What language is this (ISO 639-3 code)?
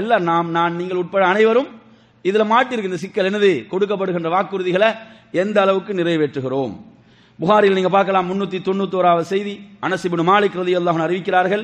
tam